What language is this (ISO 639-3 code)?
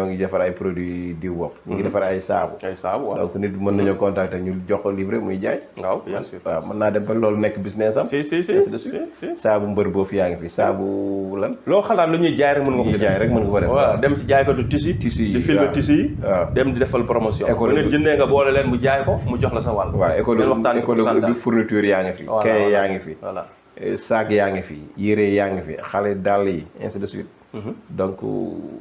wol